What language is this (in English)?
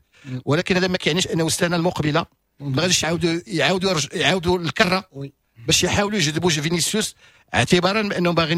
Moroccan Arabic